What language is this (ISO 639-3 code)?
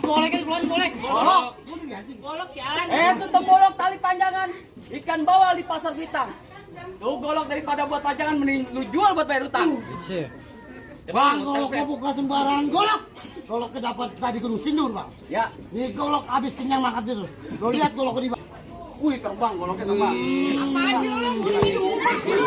bew